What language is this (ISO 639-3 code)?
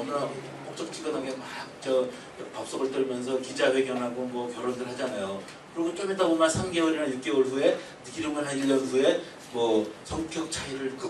kor